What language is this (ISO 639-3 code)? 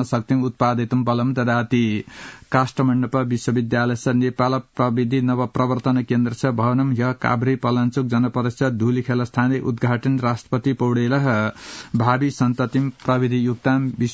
san